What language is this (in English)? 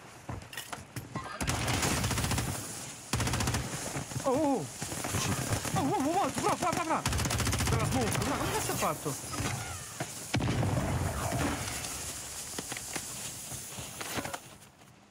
Italian